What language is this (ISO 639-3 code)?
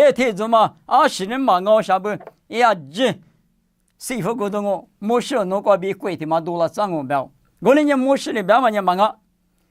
lis